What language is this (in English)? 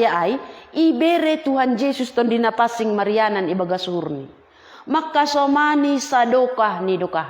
Batak Simalungun